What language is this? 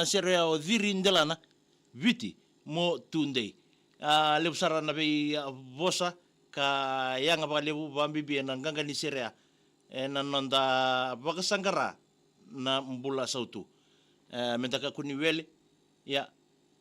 Fijian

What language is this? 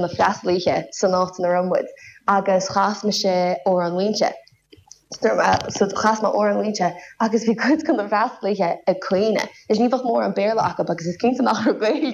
Irish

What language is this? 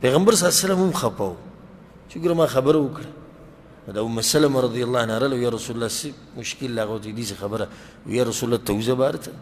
Pashto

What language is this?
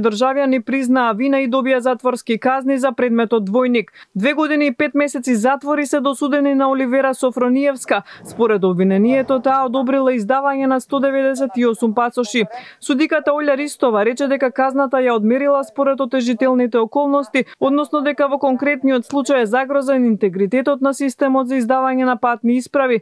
Macedonian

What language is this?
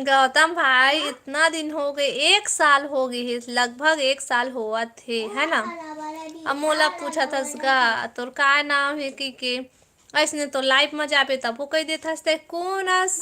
Chhattisgarhi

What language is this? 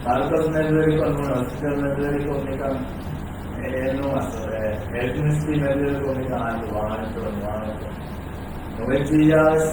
Divehi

